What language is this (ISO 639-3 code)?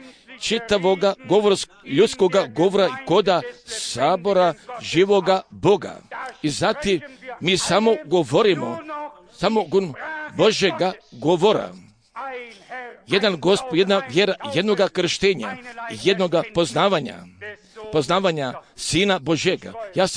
hrv